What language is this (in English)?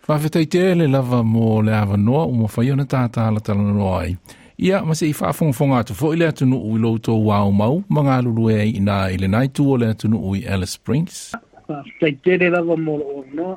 Samoan